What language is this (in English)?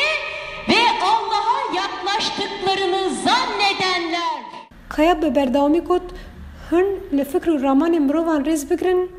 Kurdish